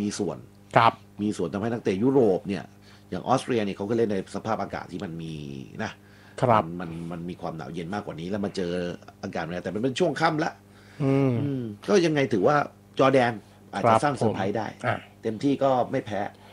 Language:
Thai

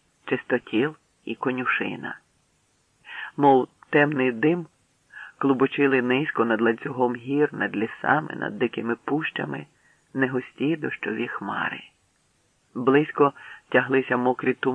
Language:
Ukrainian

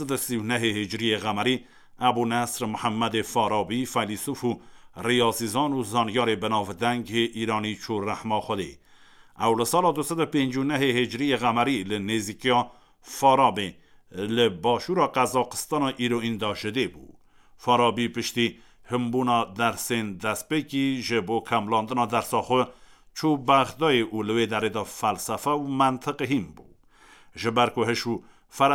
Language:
Kurdish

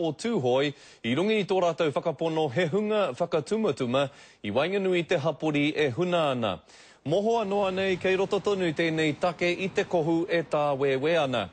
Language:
Māori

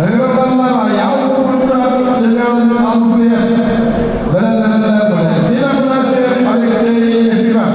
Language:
Yakut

